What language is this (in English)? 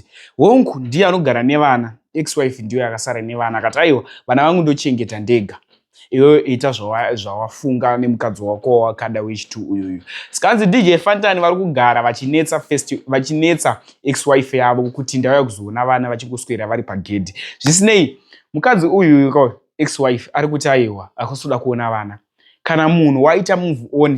Shona